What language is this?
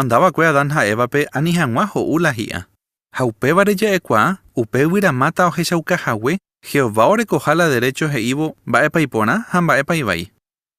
Guarani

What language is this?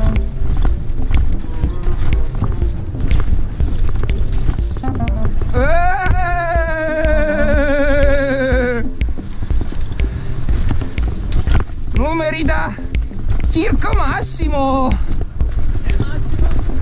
Italian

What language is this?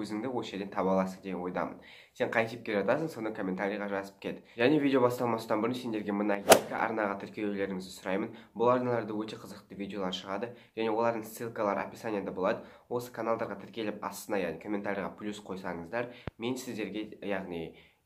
Kazakh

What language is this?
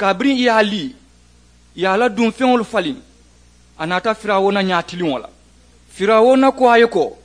Mandingo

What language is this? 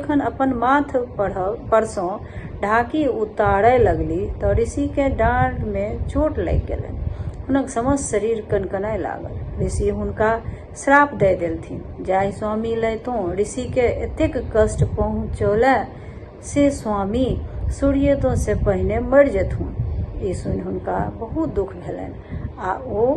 Maithili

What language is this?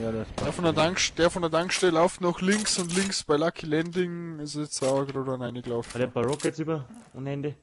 Bavarian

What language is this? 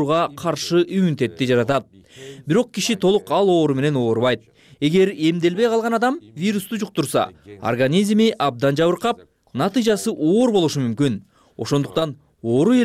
Kyrgyz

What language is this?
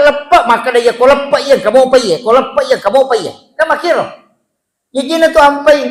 Buginese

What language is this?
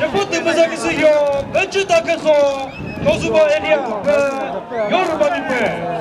Chokri Naga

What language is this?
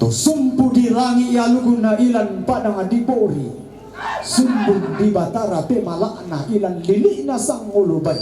Toraja-Sa'dan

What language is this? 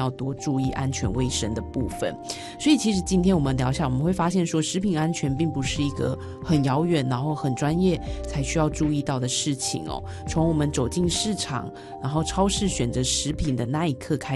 Chinese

